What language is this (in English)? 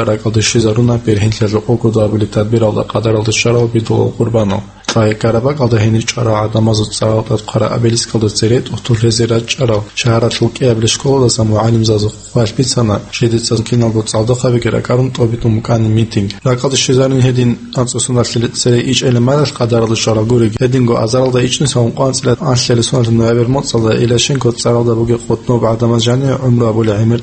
Avaric